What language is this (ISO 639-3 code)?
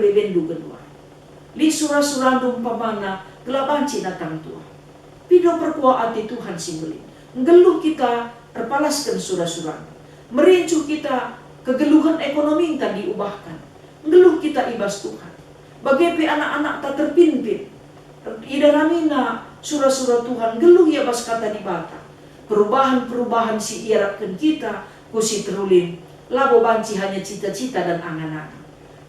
btx